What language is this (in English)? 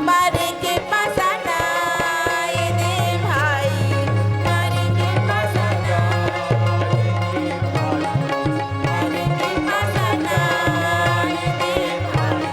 Chhattisgarhi